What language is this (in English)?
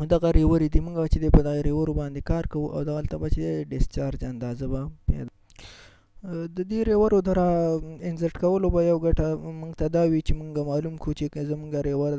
Pashto